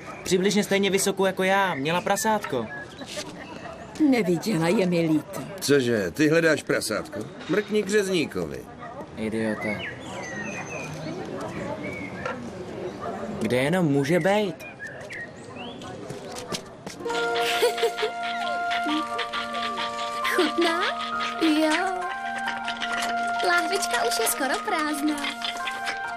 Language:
Czech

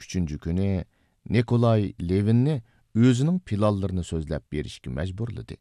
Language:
Uyghur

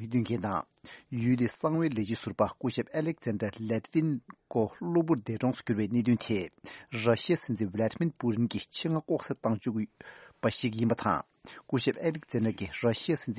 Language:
Tibetan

